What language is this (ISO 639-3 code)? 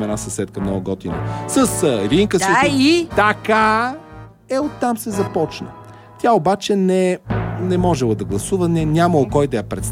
bul